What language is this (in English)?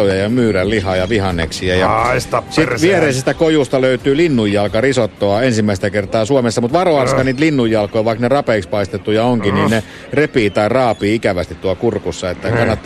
Finnish